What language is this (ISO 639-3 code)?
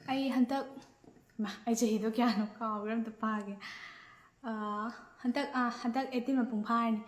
mni